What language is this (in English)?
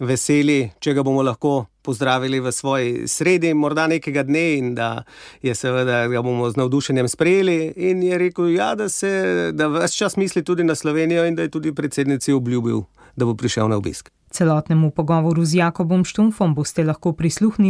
Slovenian